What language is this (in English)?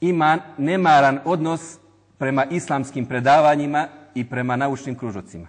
Bosnian